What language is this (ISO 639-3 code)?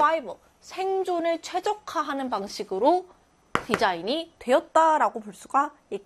kor